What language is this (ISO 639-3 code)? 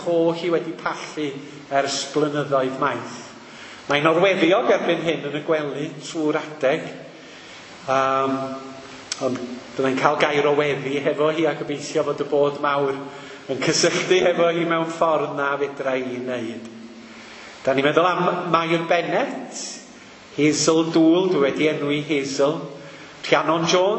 cym